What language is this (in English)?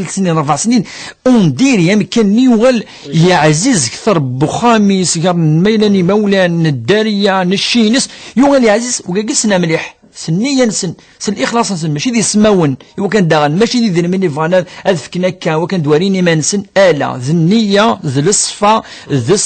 Kabyle